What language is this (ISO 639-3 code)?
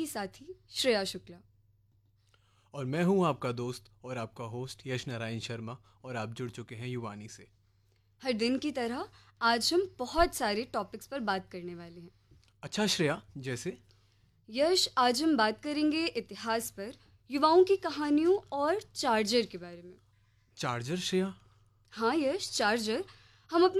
hin